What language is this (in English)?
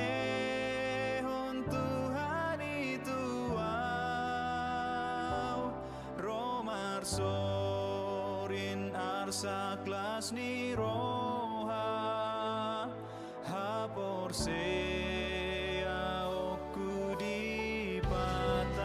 Batak Toba